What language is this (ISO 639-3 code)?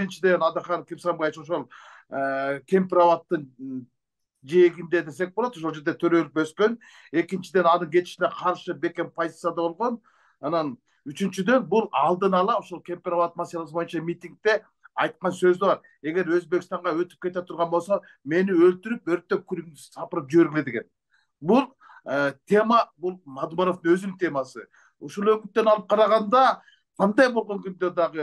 kir